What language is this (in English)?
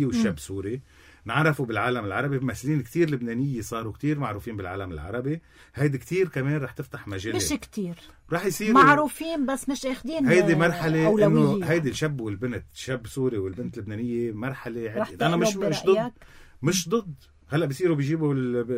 North Levantine Arabic